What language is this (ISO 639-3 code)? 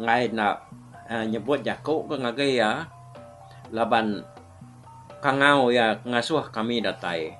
iba